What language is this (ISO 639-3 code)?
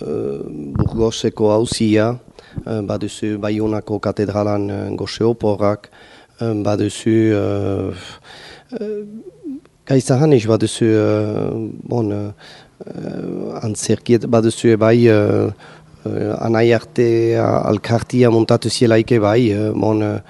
eus